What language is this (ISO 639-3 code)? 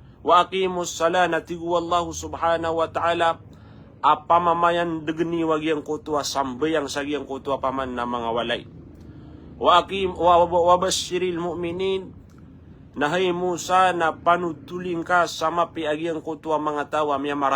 mrw